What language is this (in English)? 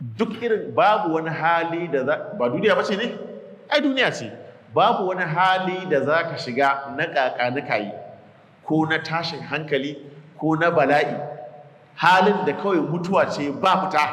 Hausa